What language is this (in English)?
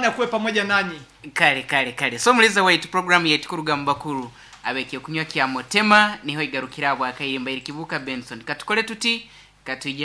Nyankole